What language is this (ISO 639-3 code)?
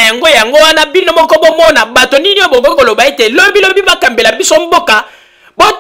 lin